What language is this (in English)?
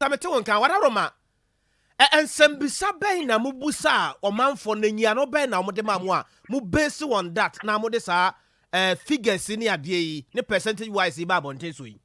Akan